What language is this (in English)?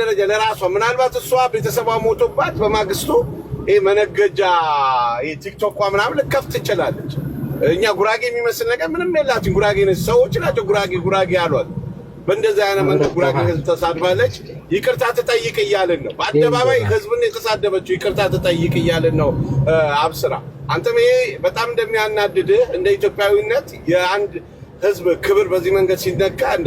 Amharic